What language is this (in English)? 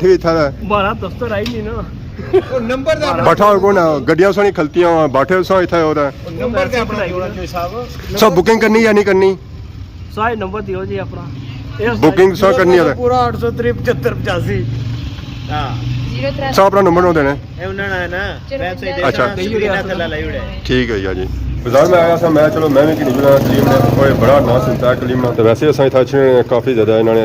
Pahari-Potwari